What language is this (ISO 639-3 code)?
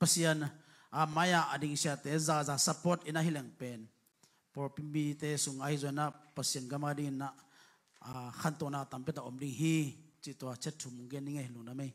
ctd